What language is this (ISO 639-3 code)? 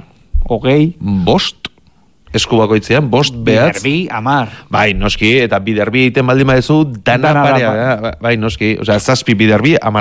eus